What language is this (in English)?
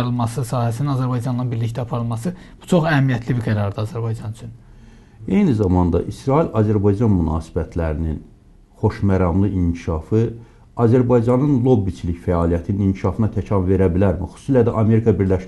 Azerbaijani